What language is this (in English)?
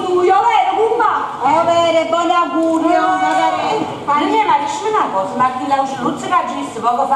Neapolitan